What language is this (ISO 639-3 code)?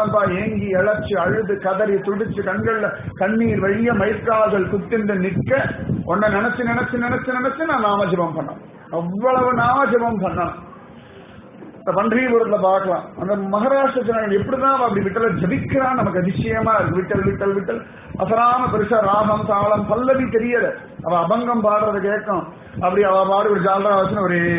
tam